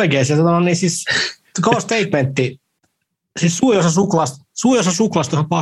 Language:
Finnish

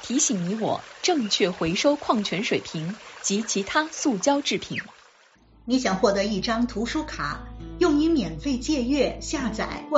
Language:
Chinese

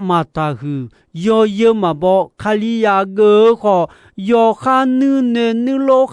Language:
Akha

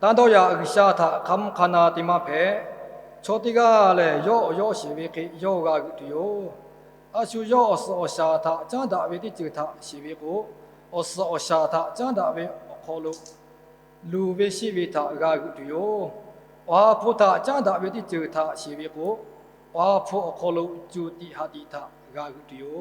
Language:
Lahu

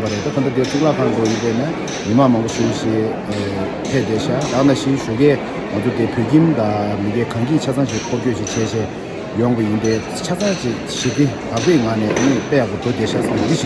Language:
Tibetan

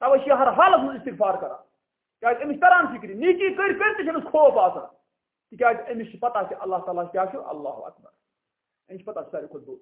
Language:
Kashmiri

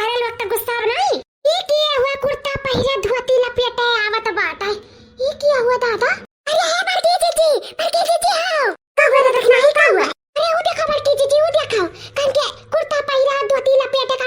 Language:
Awadhi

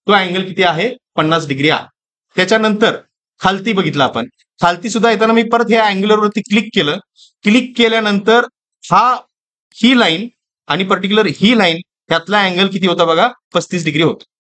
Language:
Marathi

